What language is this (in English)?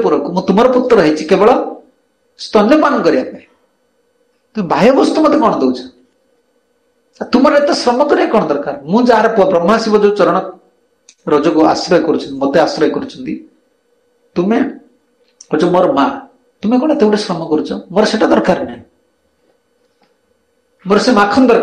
Odia